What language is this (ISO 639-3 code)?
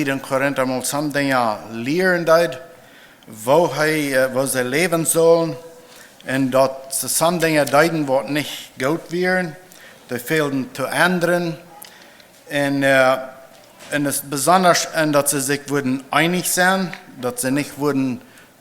pdt